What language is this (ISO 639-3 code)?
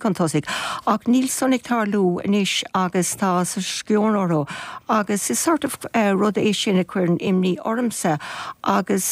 gle